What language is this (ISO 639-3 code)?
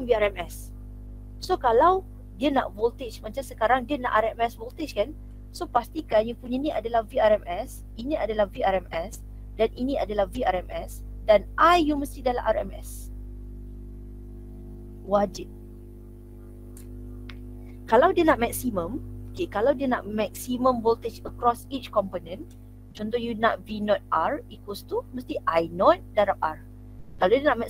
msa